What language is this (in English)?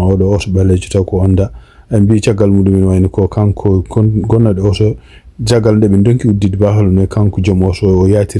Fula